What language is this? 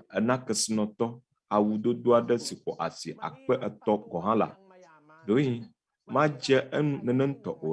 Ewe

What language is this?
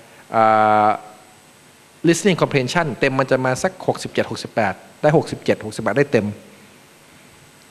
Thai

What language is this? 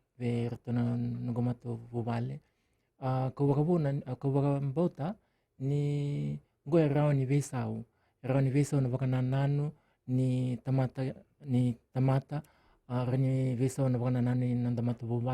Fijian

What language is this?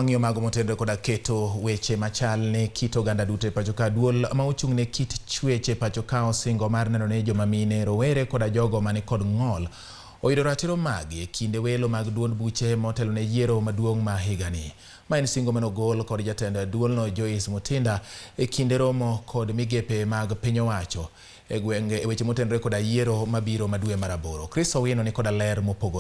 Luo (Kenya and Tanzania)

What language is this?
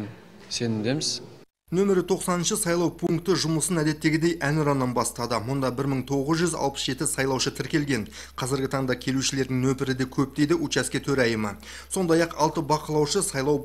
Kazakh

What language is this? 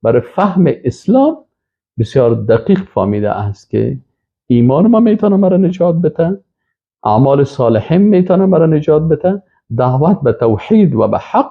Persian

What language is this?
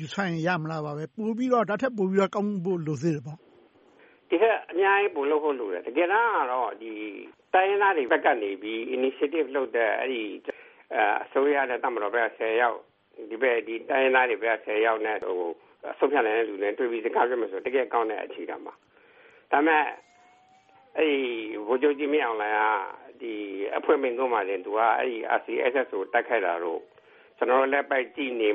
Burmese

